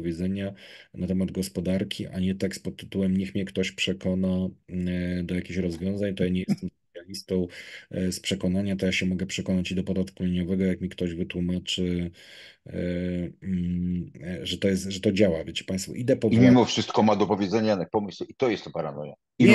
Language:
Polish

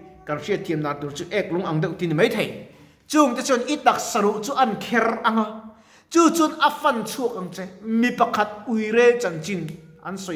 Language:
Mizo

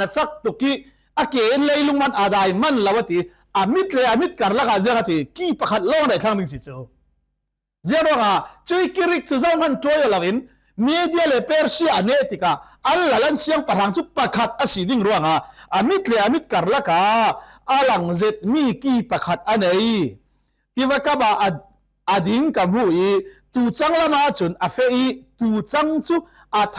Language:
Falam Chin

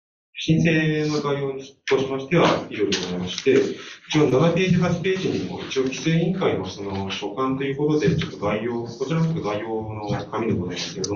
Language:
Japanese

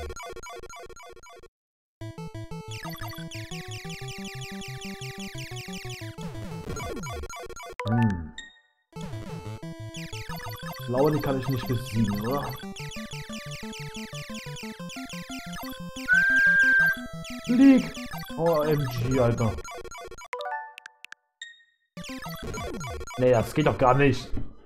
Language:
German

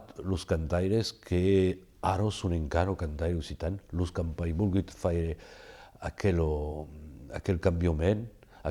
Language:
Occitan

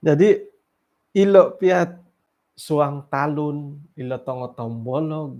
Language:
Central Dusun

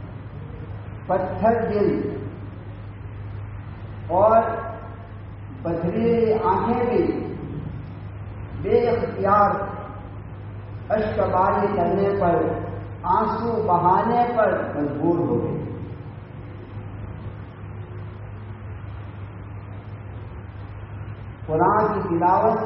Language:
Urdu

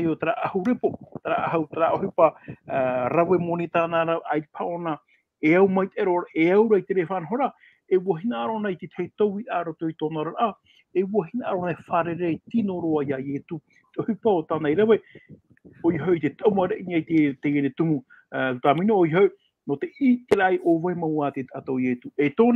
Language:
Tahitian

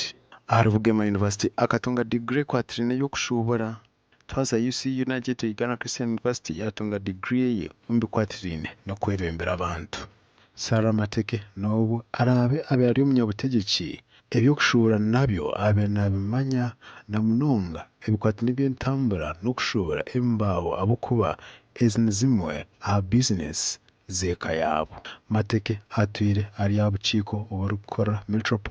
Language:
Nyankole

